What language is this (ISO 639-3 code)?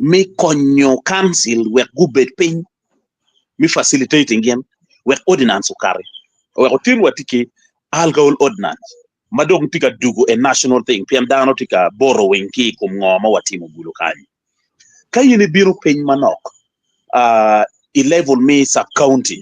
ach